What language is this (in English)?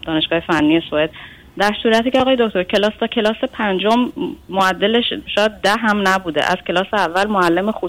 Persian